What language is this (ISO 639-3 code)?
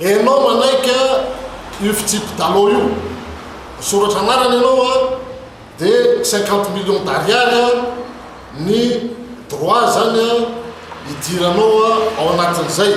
mlg